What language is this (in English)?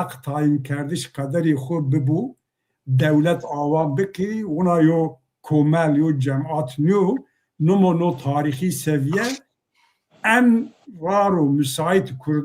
Zaza